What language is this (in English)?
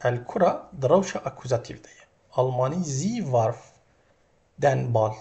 Kurdish